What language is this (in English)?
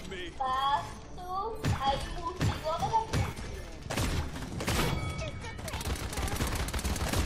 Portuguese